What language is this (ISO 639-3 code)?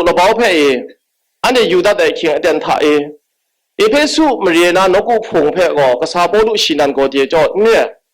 kac